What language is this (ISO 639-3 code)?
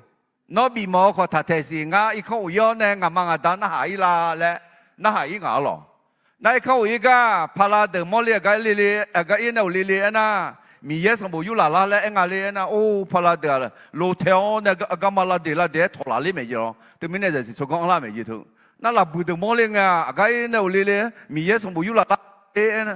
ahk